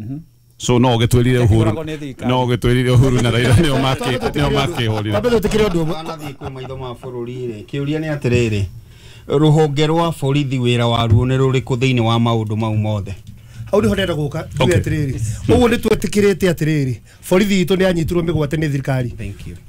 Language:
Kikuyu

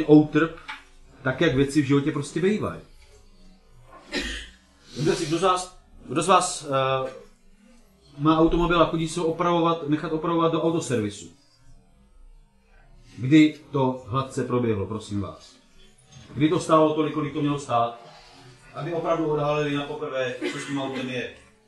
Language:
Czech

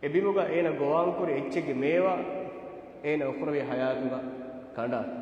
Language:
Divehi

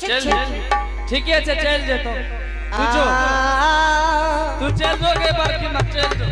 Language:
Angika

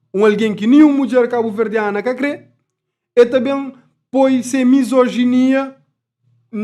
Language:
Kabuverdianu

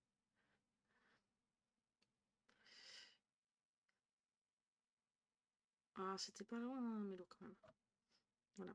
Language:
French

